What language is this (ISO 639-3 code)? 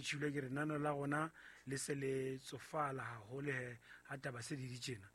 sot